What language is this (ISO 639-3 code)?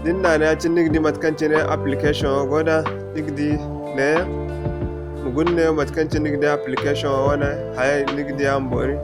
dje